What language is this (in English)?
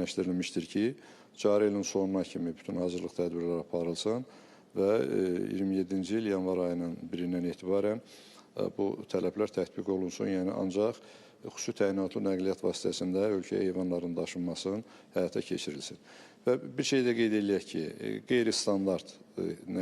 Azerbaijani